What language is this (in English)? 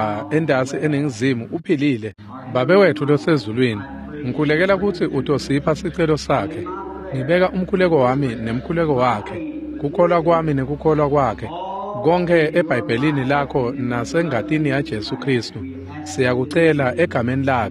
Swati